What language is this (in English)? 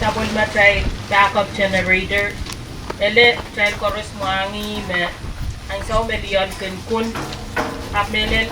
Pohnpeian